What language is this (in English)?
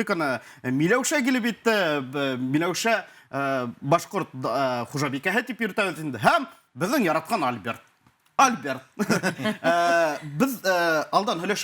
Bashkir